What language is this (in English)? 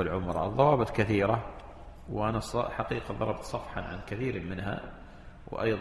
Arabic